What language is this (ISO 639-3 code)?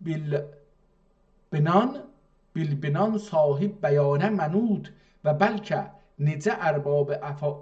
azb